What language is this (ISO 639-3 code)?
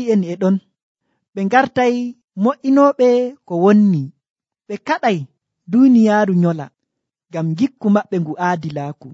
fuv